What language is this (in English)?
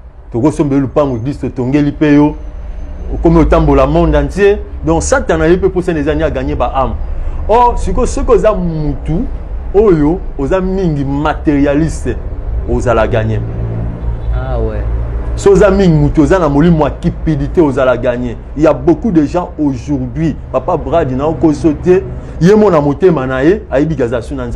Lingala